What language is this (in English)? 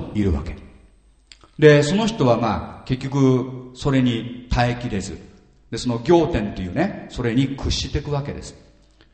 Japanese